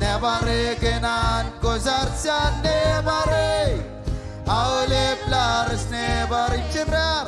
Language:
Marshallese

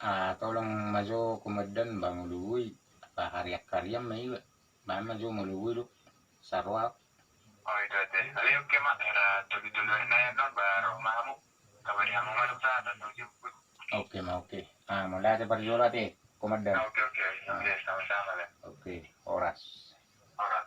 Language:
Batak Toba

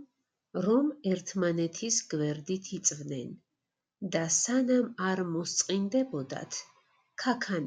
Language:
Georgian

